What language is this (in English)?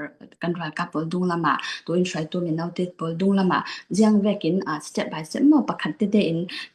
Falam Chin